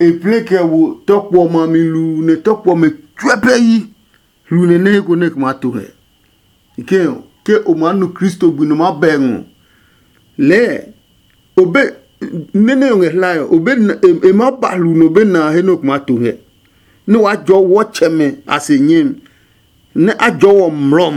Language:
Adangme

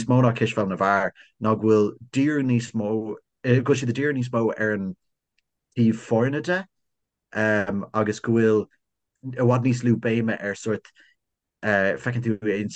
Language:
Irish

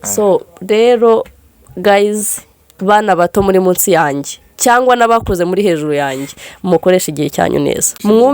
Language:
Kinyarwanda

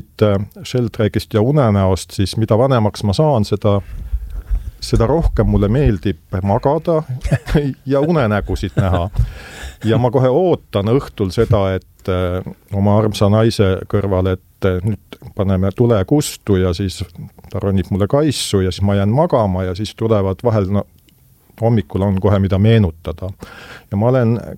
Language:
Estonian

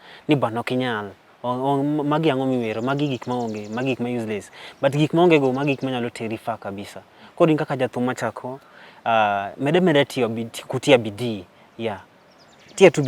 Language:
Luo (Kenya and Tanzania)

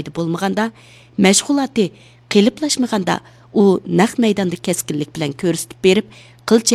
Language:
Uyghur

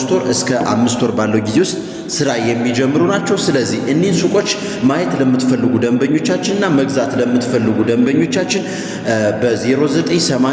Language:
Amharic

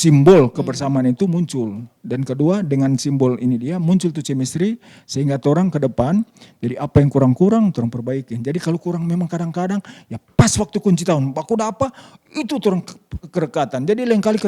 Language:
Manado Malay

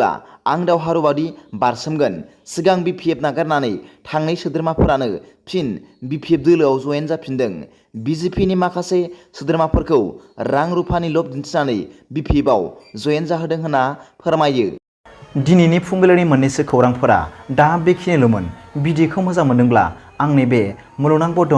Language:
Bodo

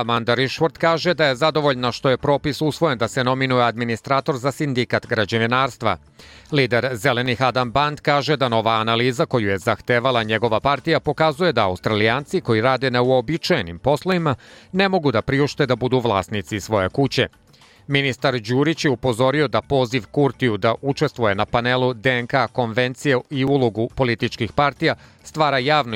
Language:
Serbian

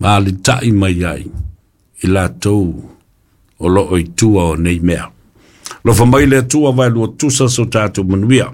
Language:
Samoan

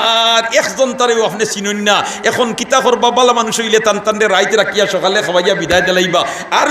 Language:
Sylheti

